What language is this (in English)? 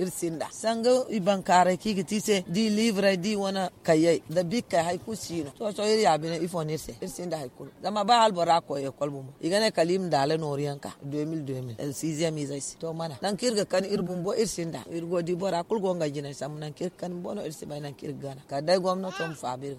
Zarma